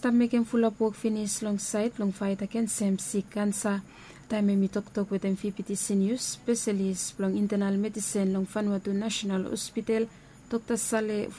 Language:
Bislama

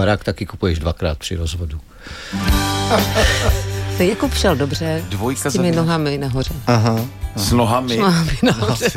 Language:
Czech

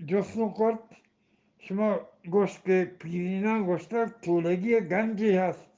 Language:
Eastern Balochi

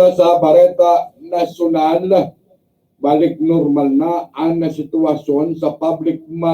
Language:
Bikol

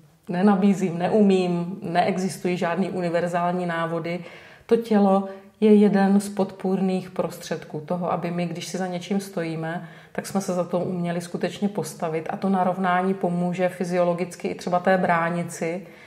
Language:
Czech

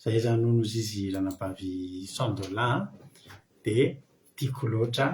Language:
Malagasy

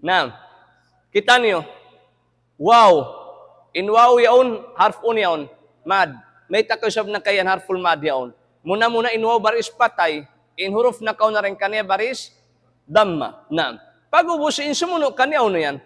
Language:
Tausug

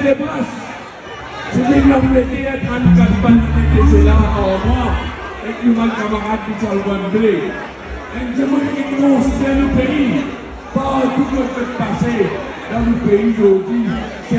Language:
Morisyen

